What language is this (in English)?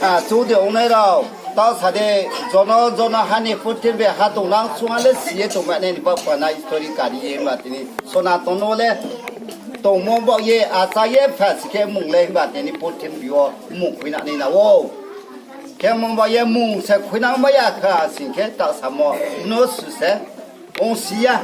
Riang (India)